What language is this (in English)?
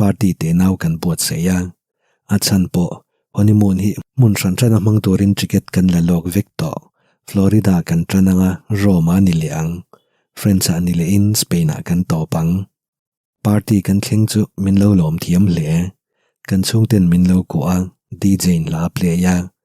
Mizo